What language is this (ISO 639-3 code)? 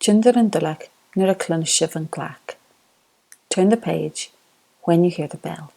gla